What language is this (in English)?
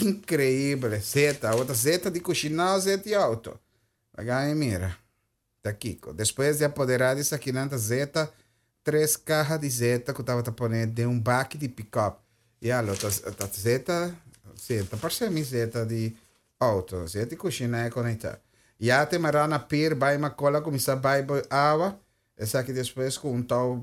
Papiamento